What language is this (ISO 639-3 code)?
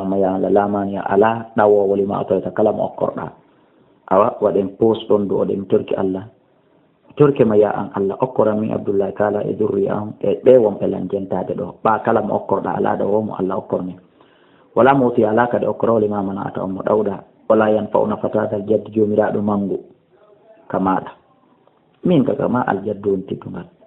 ful